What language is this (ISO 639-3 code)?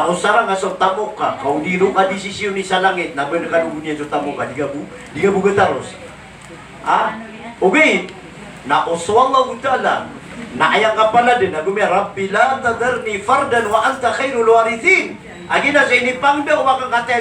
mrw